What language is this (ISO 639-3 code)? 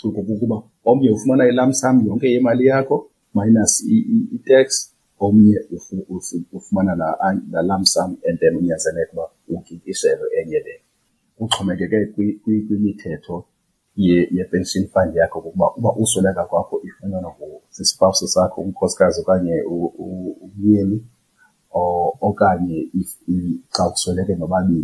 xho